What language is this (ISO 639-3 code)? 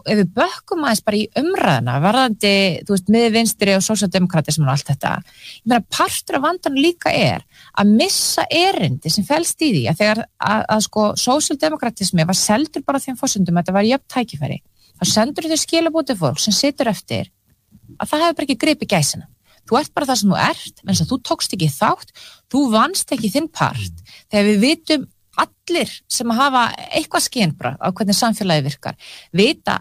isl